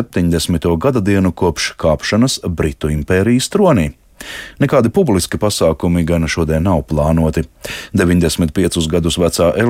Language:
Latvian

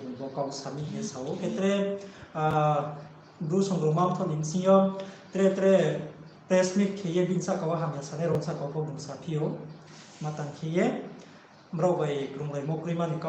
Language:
Riang (India)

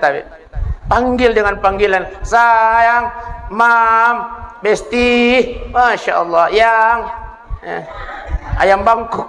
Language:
Buginese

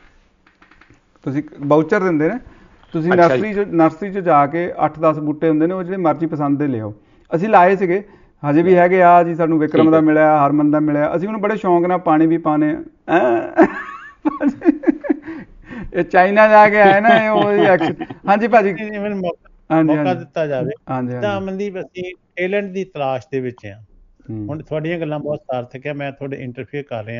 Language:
Punjabi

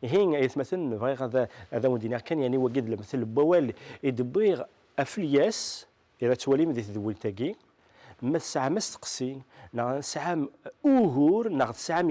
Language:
Kabyle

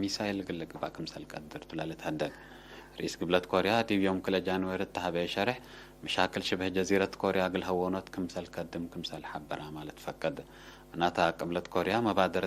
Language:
Tigre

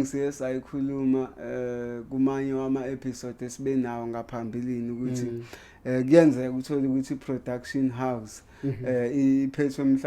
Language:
Zulu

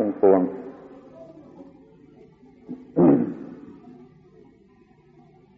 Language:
Thai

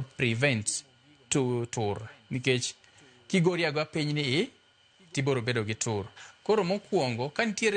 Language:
Luo (Kenya and Tanzania)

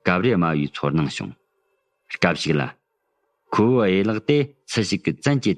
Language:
Tibetan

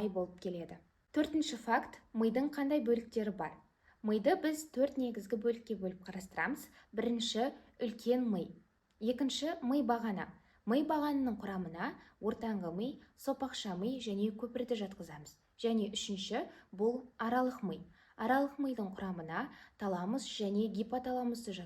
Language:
Kazakh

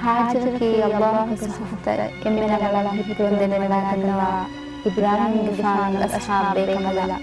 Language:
Divehi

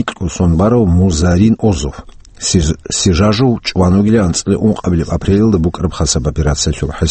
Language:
Avaric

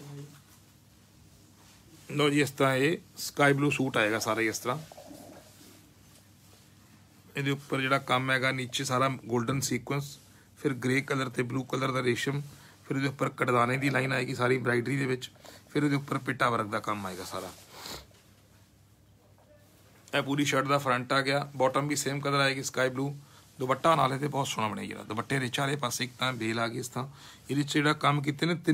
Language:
Punjabi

